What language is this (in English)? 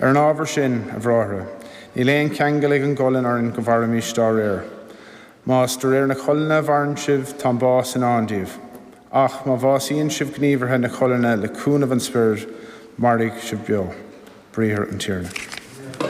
Irish